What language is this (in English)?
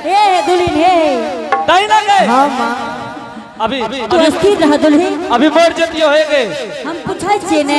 Angika